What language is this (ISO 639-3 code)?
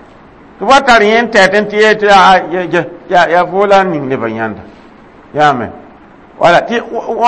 mos